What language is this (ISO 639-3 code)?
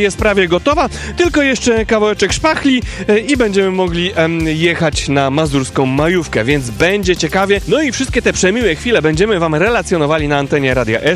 pol